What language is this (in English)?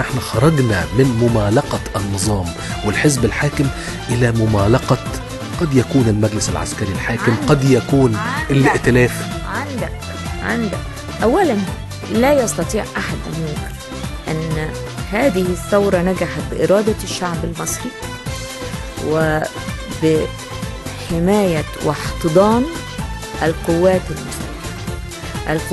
Egyptian Arabic